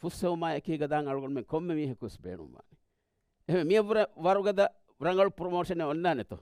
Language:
Divehi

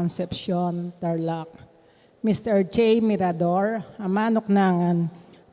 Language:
Pampanga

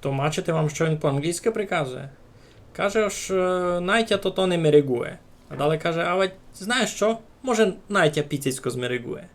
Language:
Rusyn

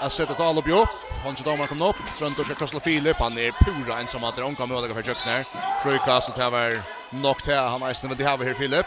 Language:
Faroese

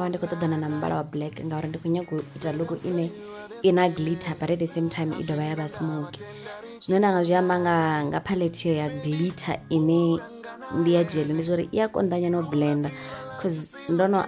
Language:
Venda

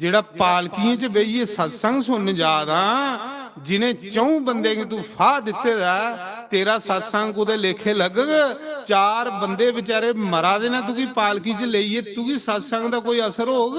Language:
Dogri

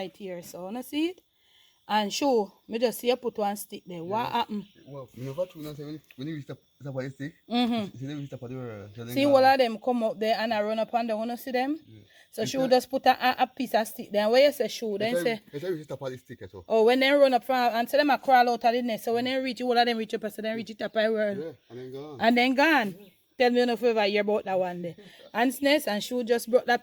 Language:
Jamaican Creole English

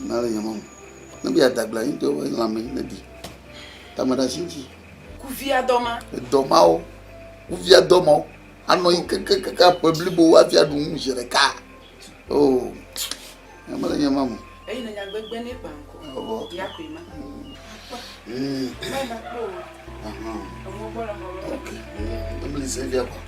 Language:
Ewe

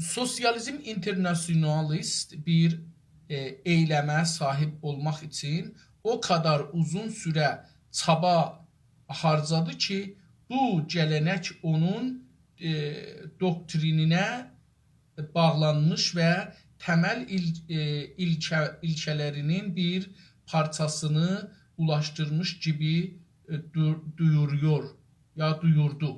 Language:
South Azerbaijani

